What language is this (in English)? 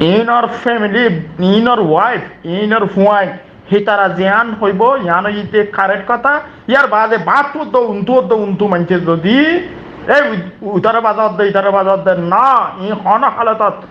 Rohingya